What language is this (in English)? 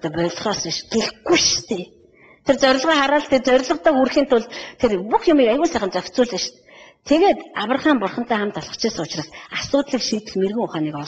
Mongolian